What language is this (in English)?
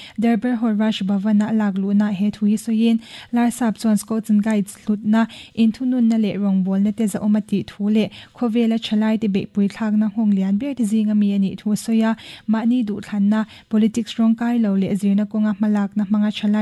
Mizo